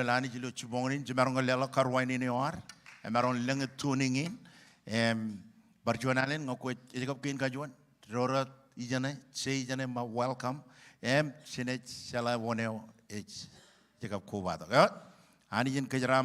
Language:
Marshallese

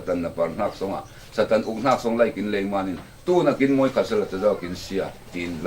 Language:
Falam Chin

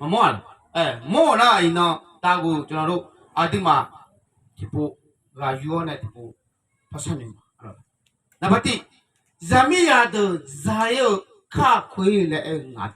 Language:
Akha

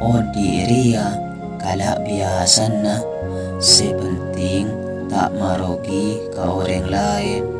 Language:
Madurese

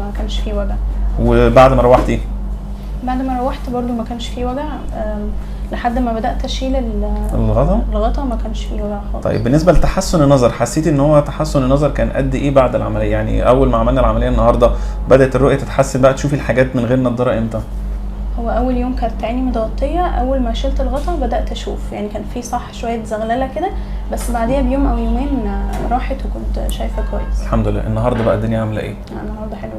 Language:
Egyptian Arabic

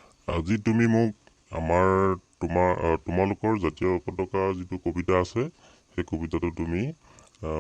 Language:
Assamese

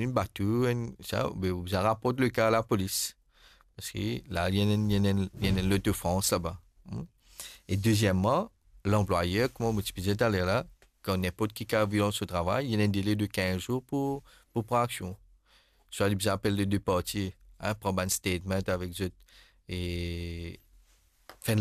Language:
Morisyen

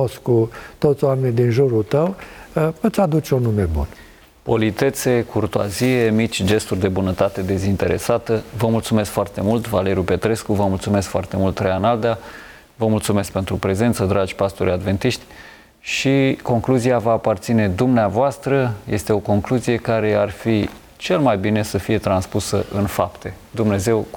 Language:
Romanian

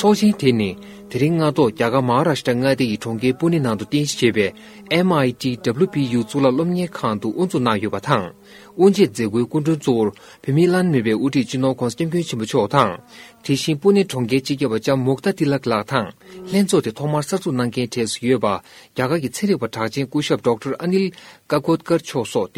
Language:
Tibetan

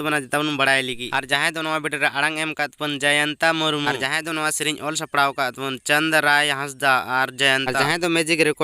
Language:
Santali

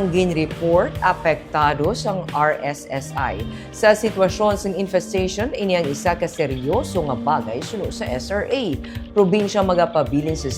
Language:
Hiligaynon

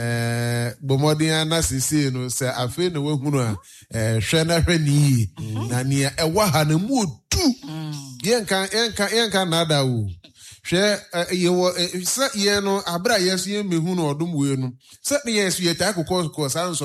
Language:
Akan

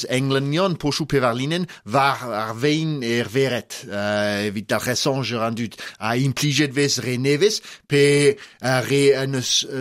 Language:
Breton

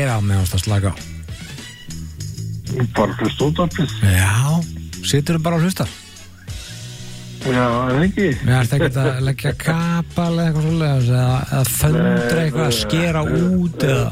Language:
Icelandic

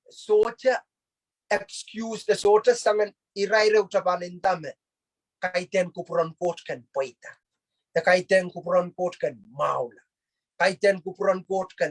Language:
Pohnpeian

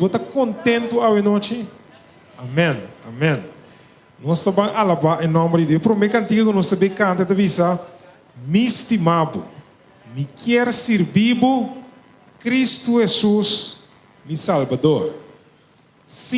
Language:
Papiamento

